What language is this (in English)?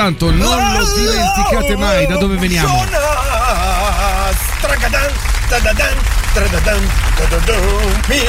Italian